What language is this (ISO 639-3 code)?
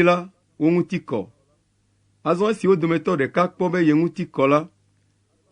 ewe